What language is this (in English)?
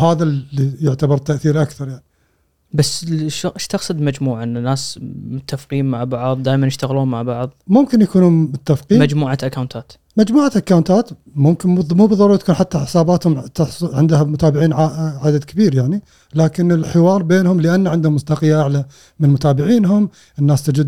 Gulf Arabic